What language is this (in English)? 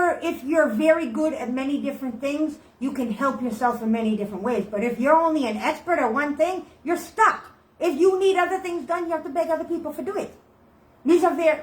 Jamaican Creole English